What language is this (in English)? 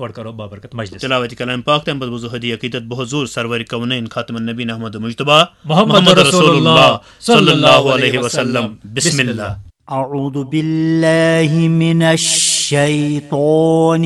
Kashmiri